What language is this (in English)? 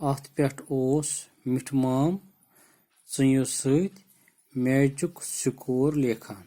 Kashmiri